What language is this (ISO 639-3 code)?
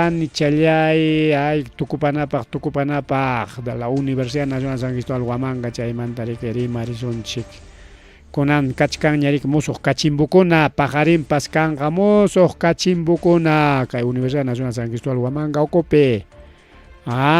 quy